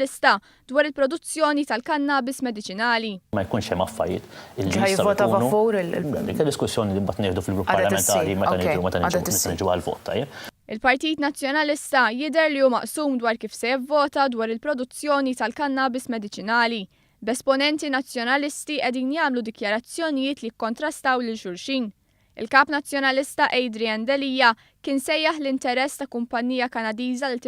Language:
Maltese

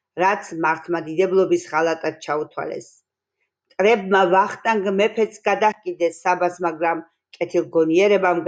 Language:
Georgian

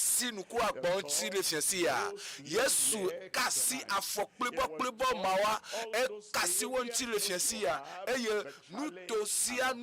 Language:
Ewe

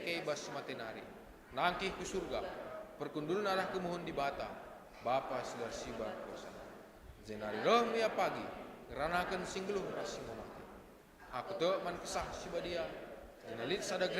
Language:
Batak Karo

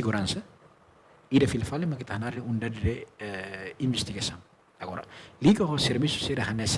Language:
Tetum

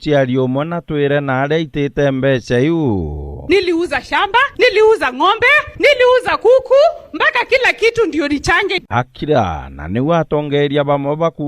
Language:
Meru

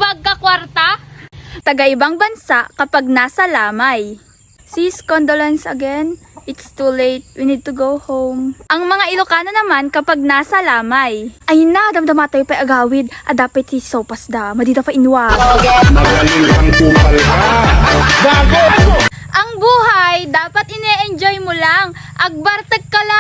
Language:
Iloko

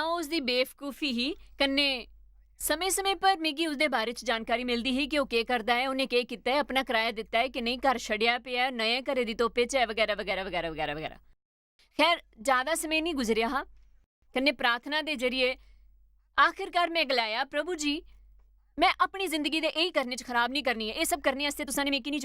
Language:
Dogri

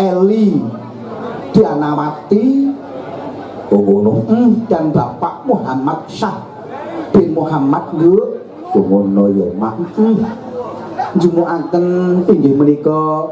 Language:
Javanese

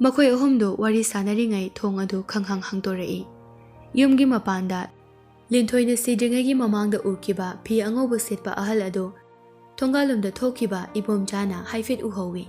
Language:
Manipuri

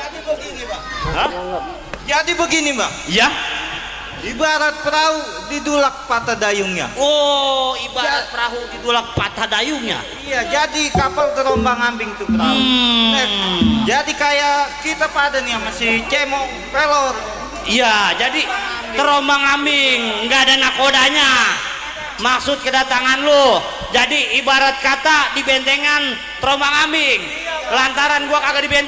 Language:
Betawi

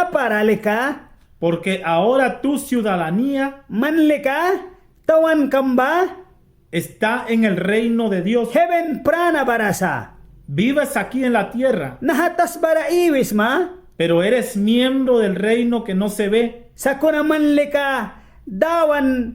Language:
Mískito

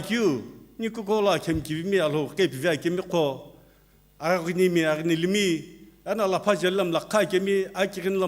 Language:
Sumi Naga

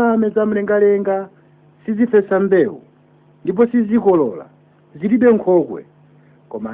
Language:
Nyanja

